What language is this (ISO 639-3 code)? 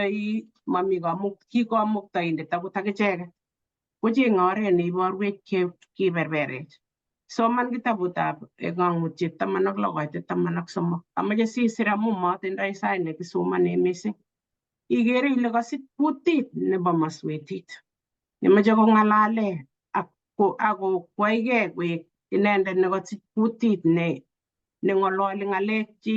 kln